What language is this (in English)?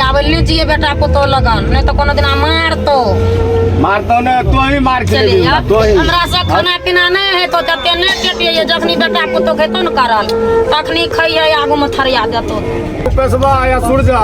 Maithili